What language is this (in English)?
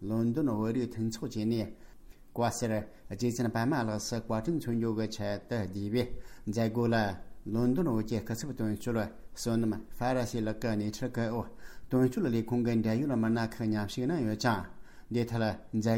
Tibetan